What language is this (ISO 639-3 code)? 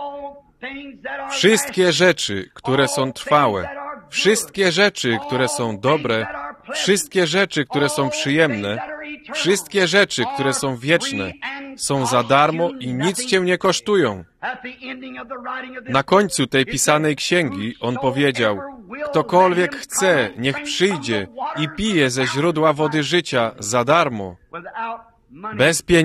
pol